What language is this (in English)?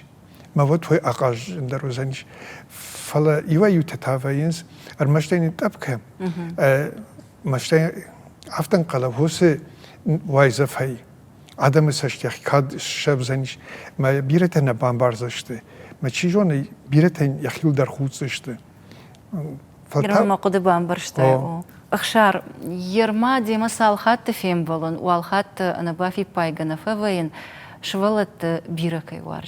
Ossetic